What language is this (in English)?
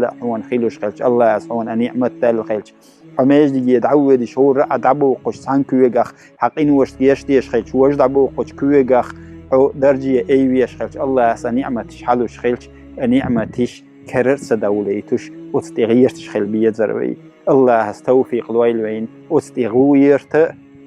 Chechen